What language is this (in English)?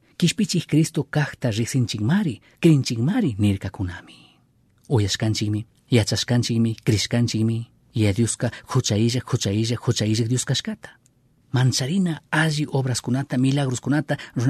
Chimborazo Highland Quichua